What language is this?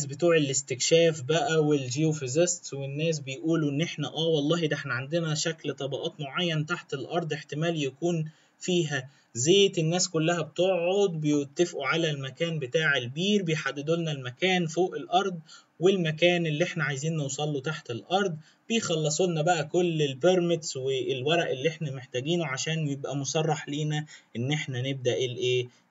Egyptian Arabic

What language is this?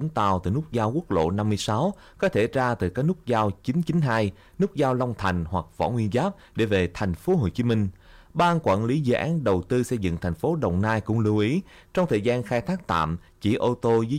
Vietnamese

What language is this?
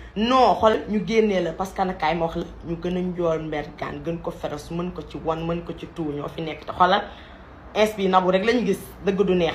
Wolof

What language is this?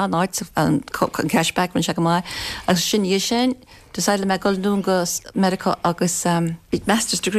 Irish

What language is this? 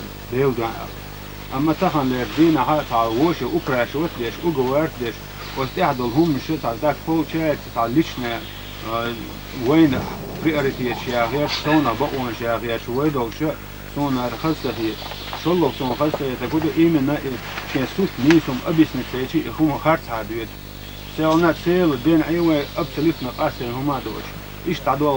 Chechen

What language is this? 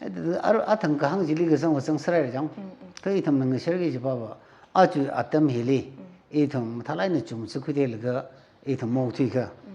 Tangkhul Naga (India)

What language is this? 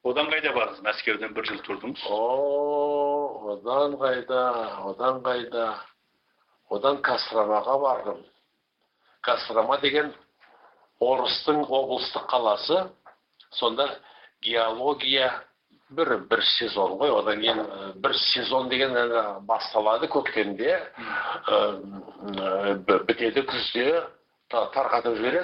Kazakh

